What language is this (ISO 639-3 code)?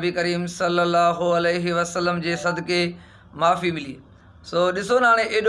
snd